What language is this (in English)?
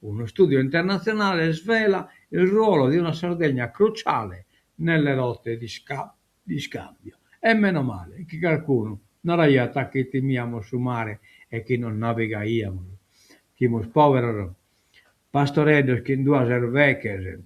Sardinian